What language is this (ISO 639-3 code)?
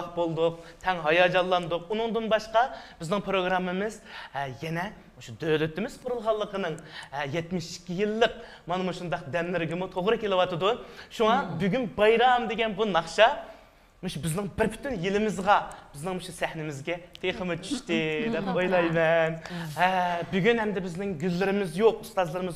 uig